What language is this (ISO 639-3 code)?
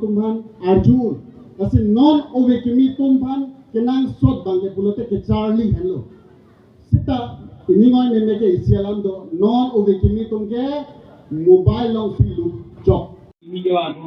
mjw